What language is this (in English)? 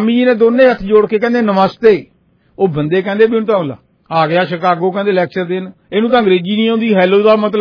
Punjabi